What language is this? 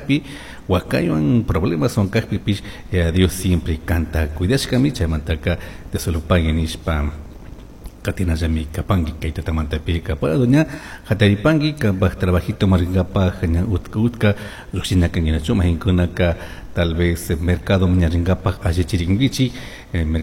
Chimborazo Highland Quichua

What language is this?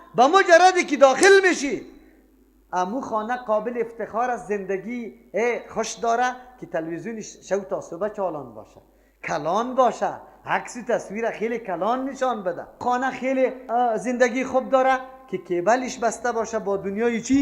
Persian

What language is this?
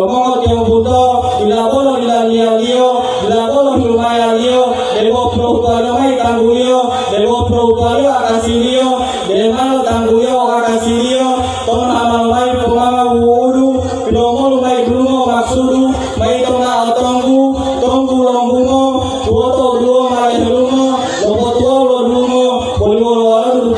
Gorontalo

